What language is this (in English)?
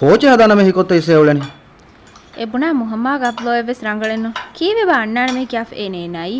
Divehi